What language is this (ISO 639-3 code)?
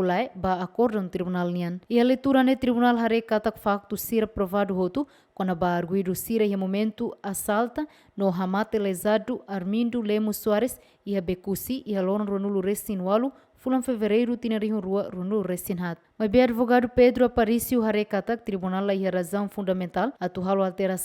tet